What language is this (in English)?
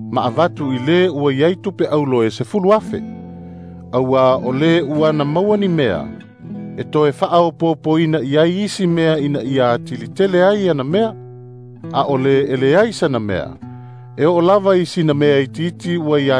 Samoan